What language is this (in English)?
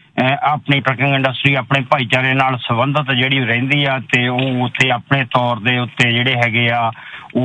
Punjabi